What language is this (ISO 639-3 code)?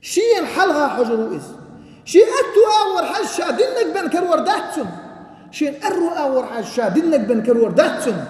che